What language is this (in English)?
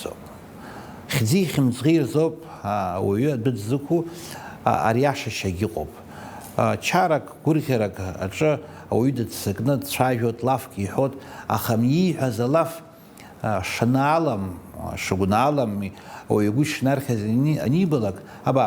Abkhazian